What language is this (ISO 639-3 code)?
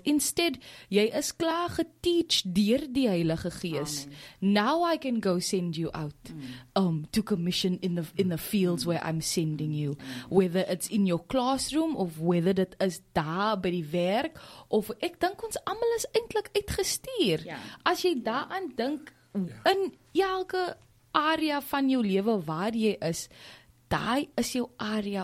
afr